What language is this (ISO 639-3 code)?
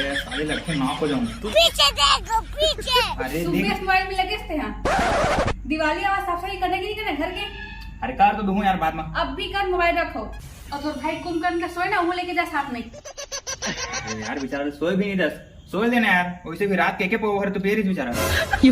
hne